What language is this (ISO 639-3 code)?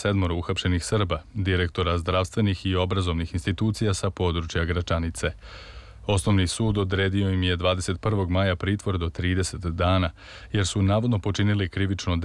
srp